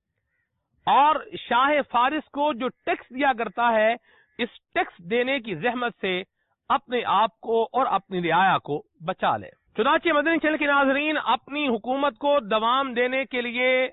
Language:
Urdu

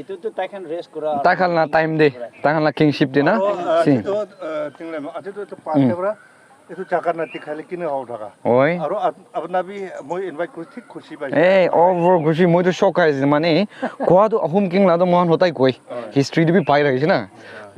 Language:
Naga Pidgin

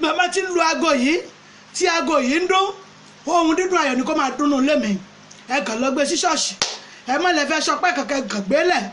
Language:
Yoruba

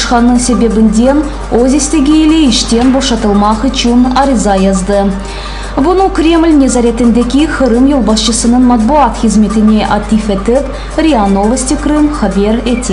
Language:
Crimean Tatar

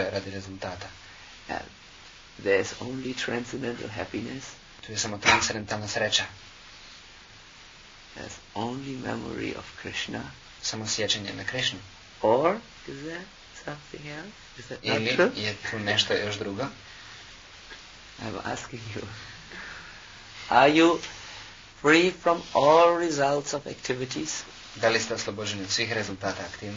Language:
Croatian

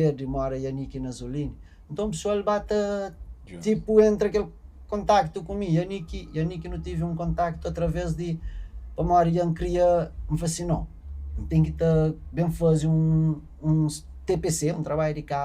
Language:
Kabuverdianu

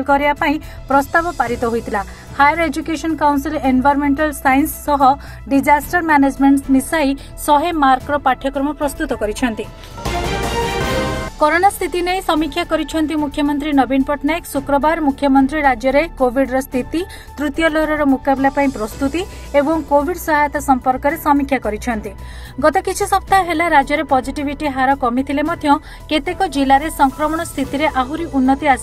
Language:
Odia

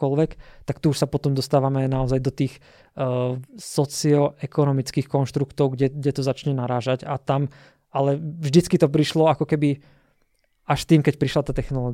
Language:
Slovak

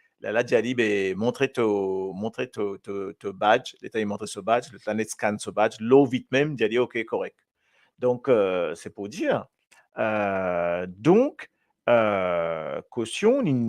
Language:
Morisyen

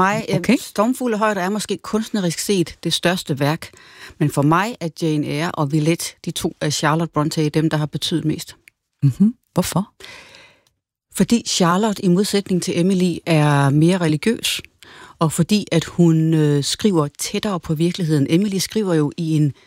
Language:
Danish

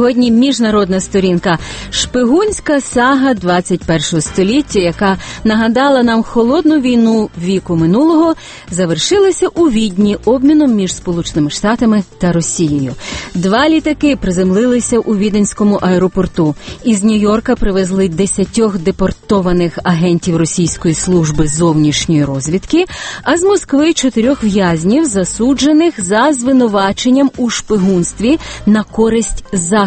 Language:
Ukrainian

